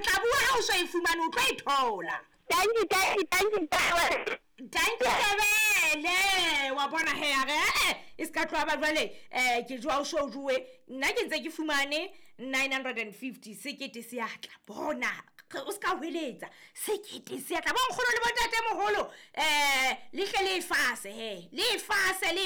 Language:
Southern Sotho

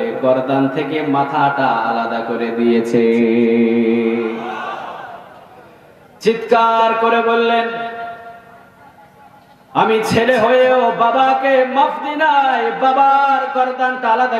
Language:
Bangla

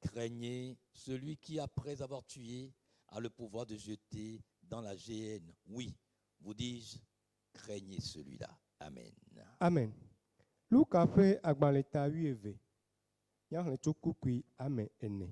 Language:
Ewe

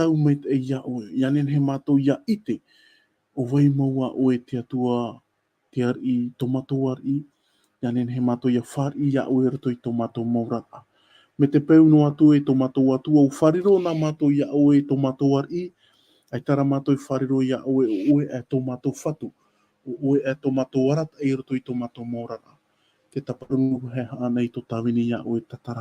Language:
Tahitian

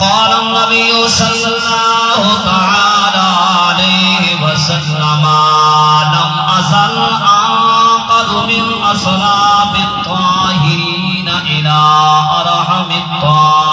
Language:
Saraiki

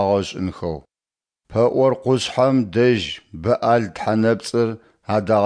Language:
Adyghe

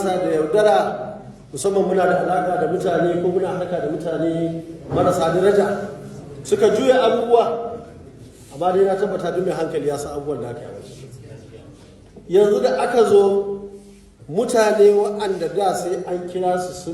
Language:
Hausa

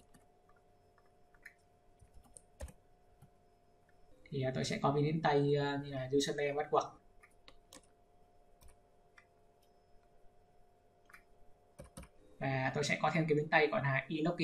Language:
Vietnamese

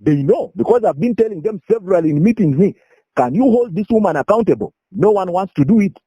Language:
Lango (Uganda)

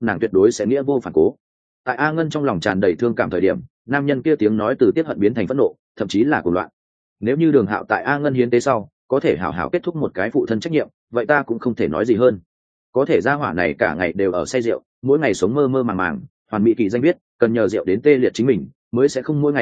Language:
Vietnamese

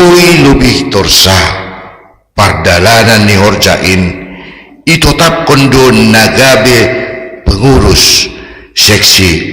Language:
Batak Simalungun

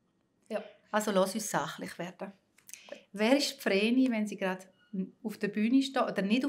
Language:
Swiss German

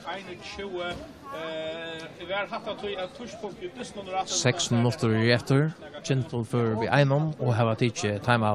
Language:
Faroese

